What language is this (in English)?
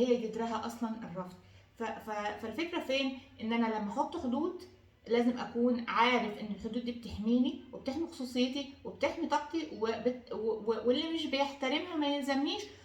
Egyptian Arabic